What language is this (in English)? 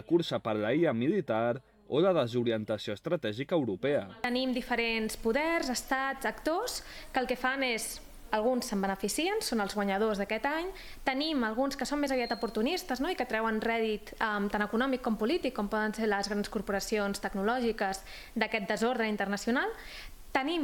Catalan